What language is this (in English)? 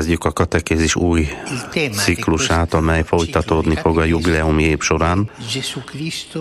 Hungarian